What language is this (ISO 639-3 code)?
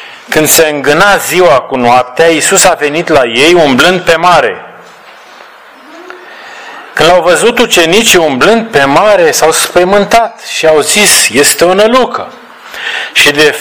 ron